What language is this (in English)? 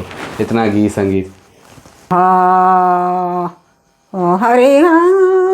Sadri